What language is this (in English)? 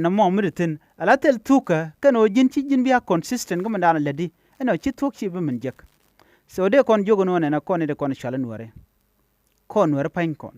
Nuer